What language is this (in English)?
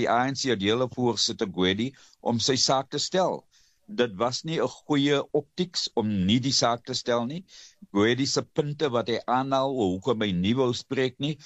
Afrikaans